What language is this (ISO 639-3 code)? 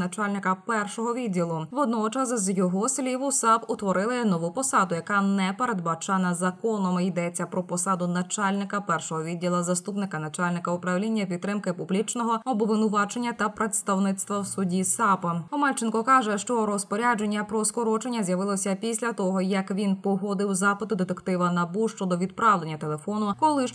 ukr